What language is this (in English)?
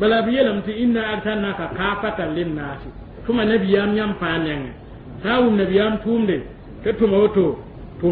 Mossi